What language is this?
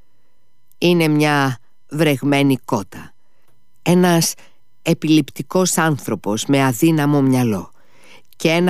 Greek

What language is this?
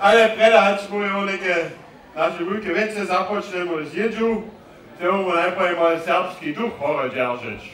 Upper Sorbian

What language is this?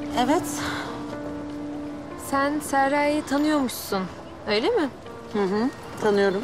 Turkish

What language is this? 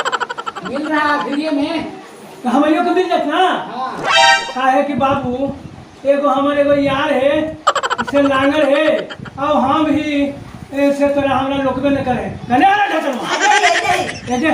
Magahi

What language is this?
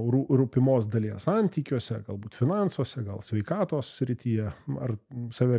Lithuanian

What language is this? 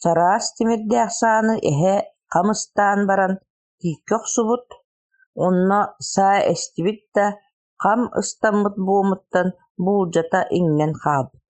Yakut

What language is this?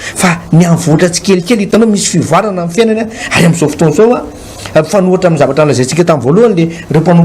Malagasy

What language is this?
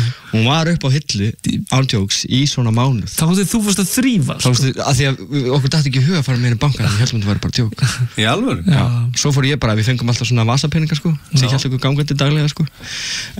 Icelandic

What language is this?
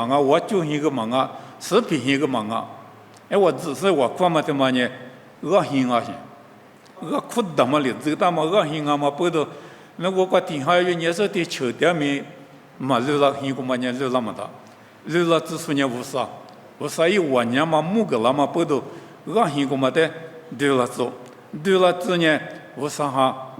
Lisu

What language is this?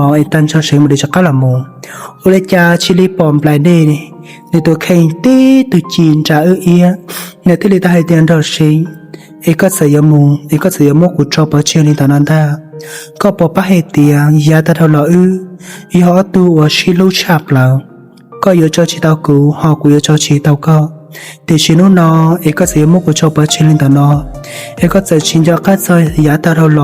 Hmong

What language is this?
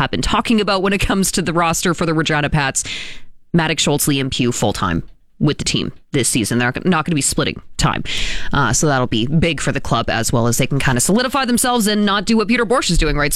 English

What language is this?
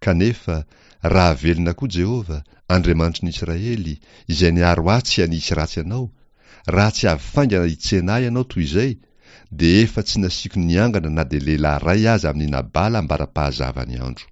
Malagasy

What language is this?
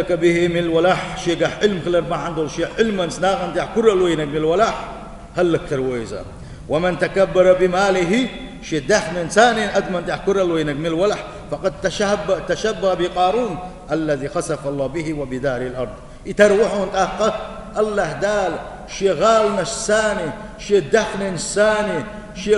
Chechen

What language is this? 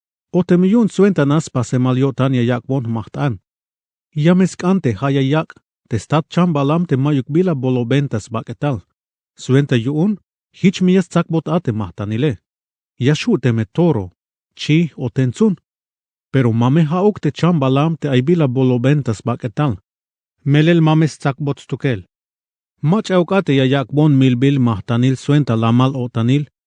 Tzeltal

